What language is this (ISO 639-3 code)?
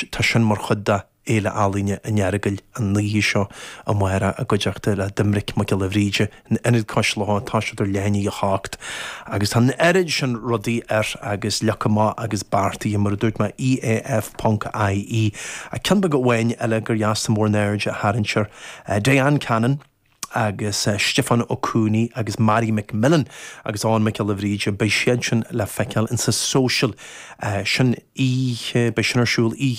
gle